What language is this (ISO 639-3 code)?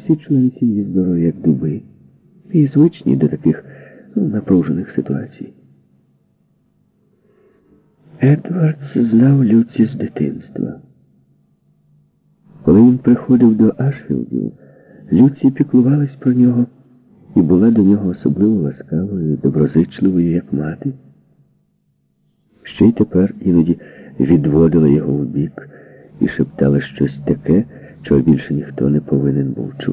ukr